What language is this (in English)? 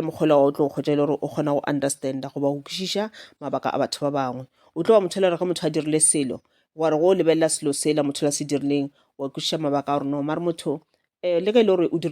Northern Sotho